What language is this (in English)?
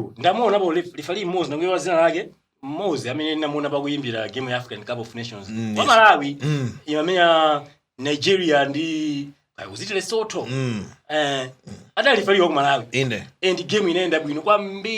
Nyanja